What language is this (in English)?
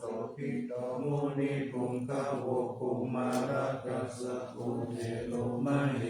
Pali